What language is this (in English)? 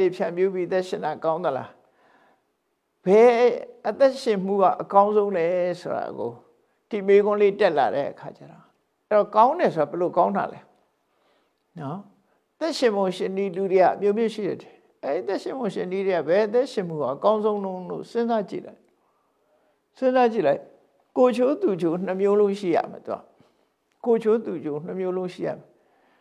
Burmese